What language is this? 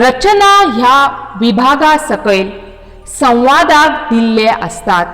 Konkani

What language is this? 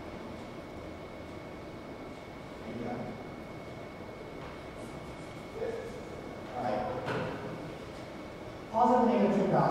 English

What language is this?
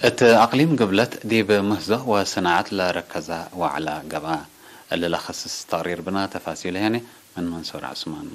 Tigre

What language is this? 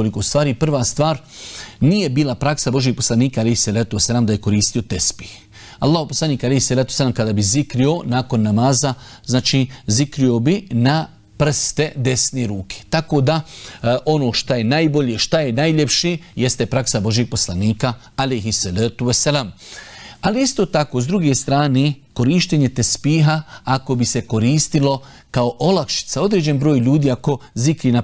Bosnian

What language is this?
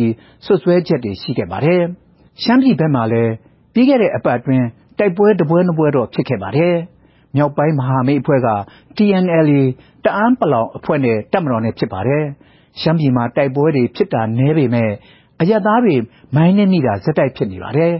Burmese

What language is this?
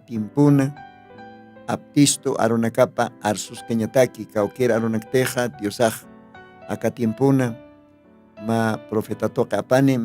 Aymara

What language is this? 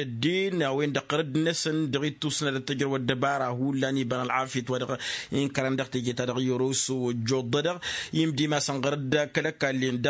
Tamasheq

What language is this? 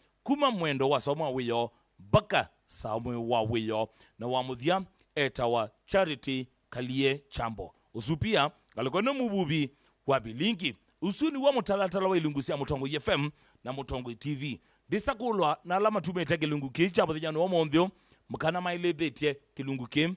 Kamba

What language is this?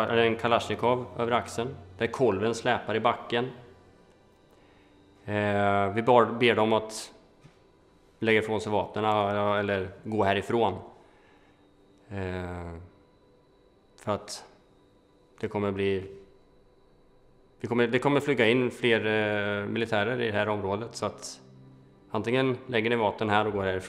Swedish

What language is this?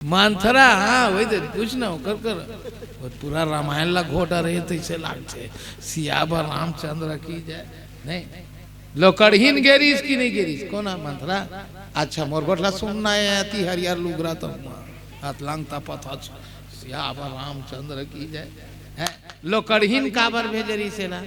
Chhattisgarhi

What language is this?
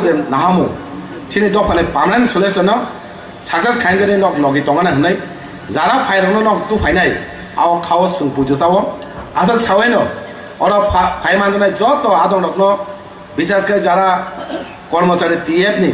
Kok Borok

